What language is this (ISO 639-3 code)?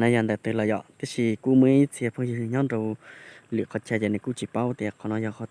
hmn